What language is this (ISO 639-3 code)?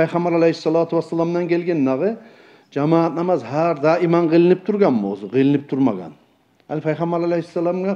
kum